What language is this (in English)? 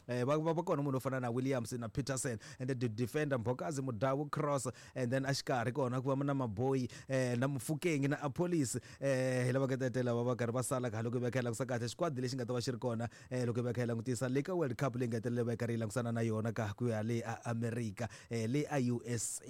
Tsonga